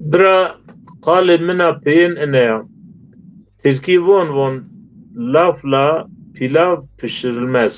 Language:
Zaza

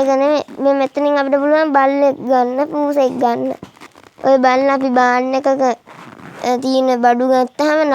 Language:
Sinhala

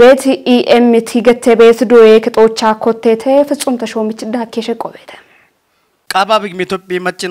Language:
Kafa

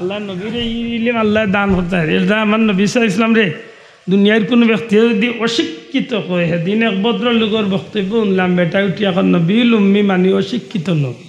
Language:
Sylheti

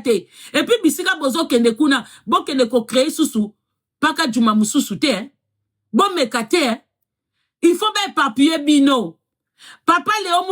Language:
Lingala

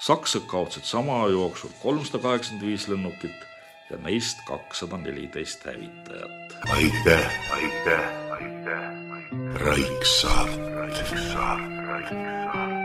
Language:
Estonian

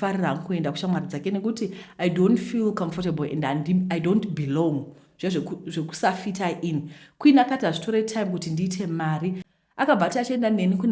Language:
Shona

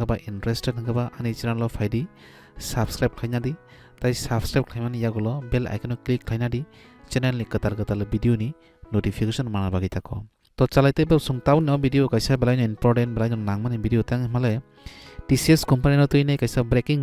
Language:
Kok Borok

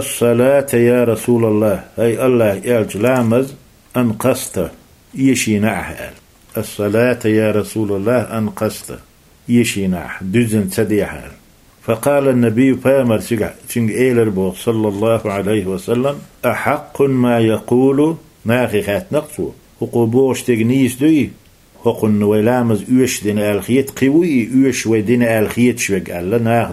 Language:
Chechen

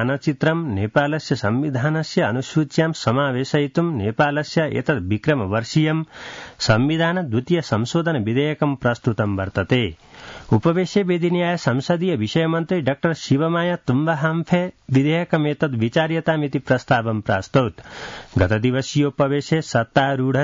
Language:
Sanskrit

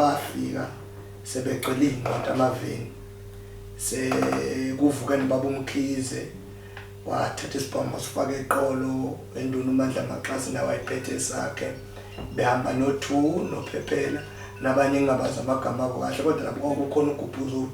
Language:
Zulu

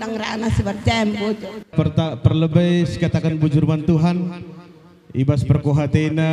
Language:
Batak Karo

